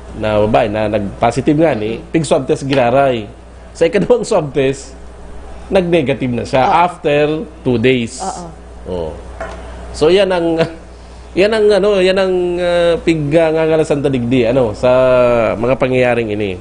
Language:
Bikol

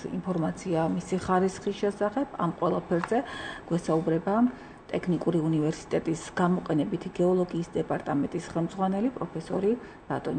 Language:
Georgian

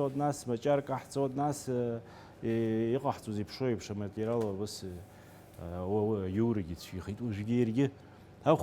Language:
Abkhazian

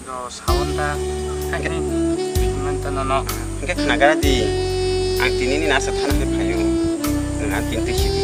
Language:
Kok Borok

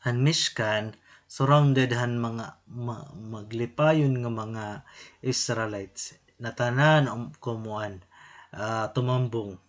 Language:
Waray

